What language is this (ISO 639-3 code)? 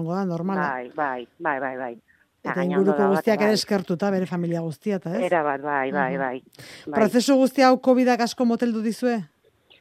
eus